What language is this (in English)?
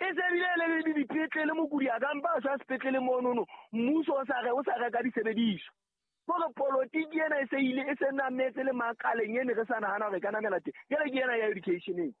Southern Sotho